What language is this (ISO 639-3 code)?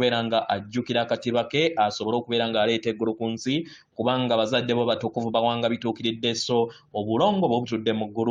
lug